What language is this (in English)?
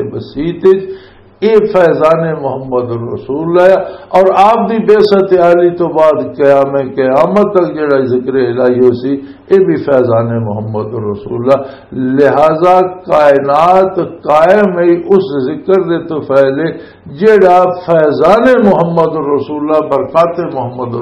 Western Panjabi